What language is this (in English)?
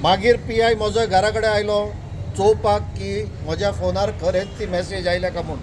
Konkani